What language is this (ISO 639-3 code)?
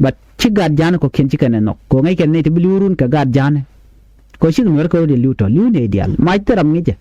nus